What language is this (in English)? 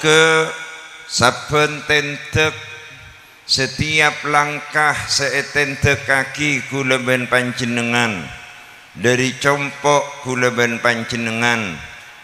Madurese